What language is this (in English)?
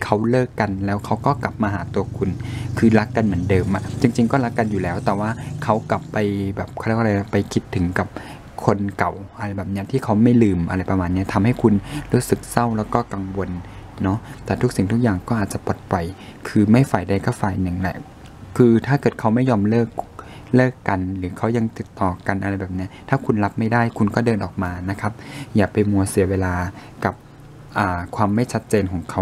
Thai